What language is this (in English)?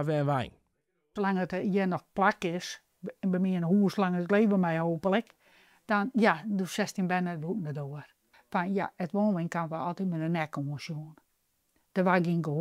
Western Frisian